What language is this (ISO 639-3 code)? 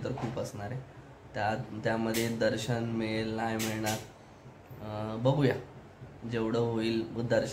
mar